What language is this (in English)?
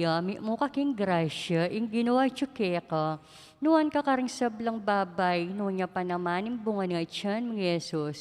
Pampanga